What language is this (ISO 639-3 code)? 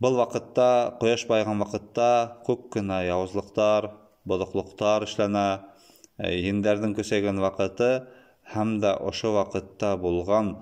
bak